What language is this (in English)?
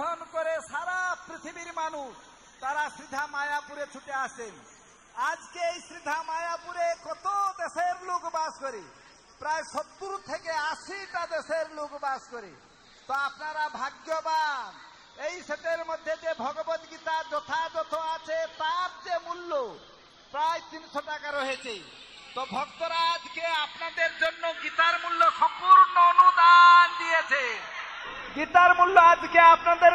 Bangla